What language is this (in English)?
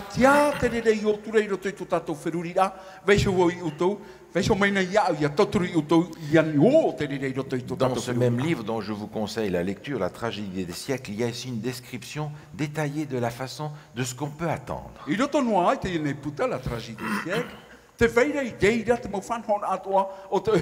Tahitian